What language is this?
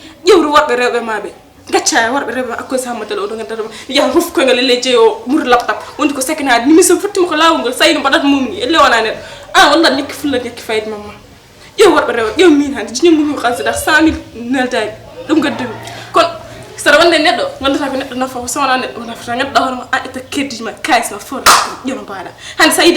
Fula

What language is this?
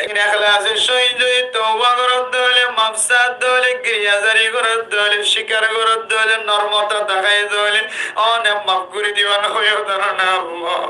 Rohingya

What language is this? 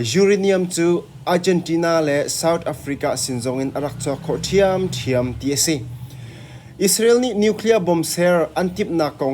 Hakha Chin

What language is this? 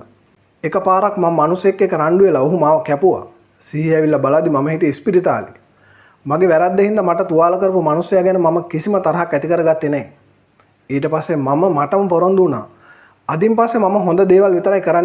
Sinhala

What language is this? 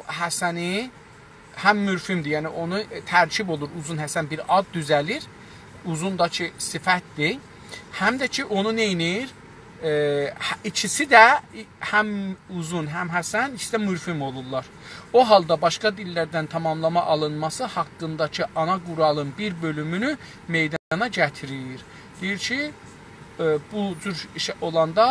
South Azerbaijani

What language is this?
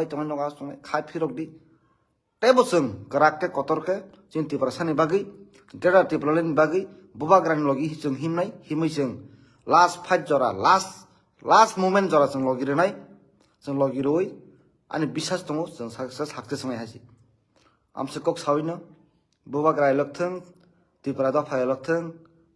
Kok Borok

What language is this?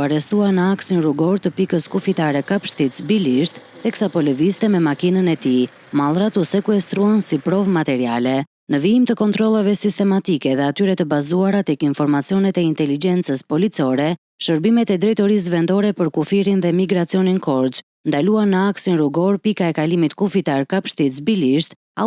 Albanian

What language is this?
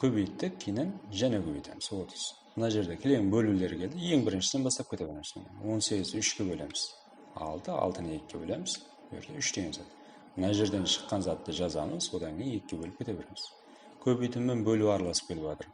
Kara-Kalpak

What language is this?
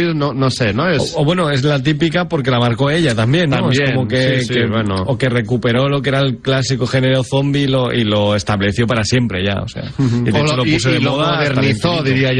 Spanish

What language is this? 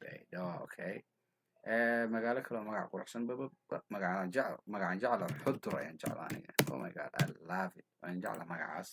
Somali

